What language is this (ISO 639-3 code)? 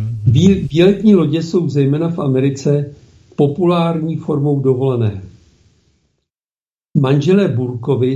ces